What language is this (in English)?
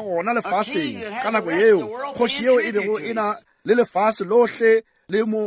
Northern Sotho